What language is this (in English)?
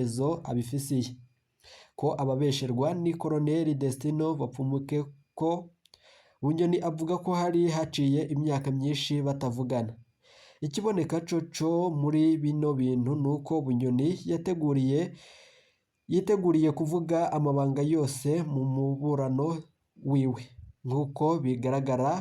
Rundi